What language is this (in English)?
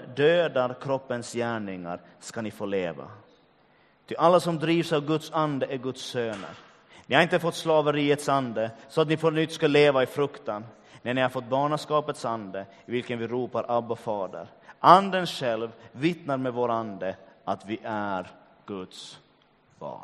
Swedish